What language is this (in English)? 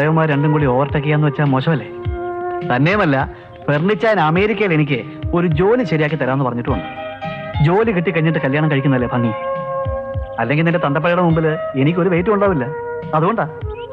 Malayalam